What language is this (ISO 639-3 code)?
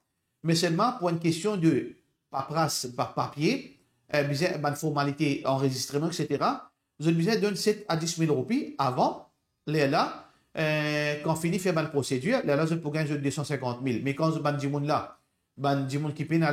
mfe